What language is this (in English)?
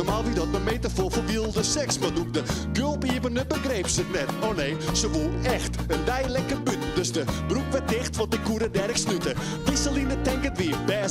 Western Frisian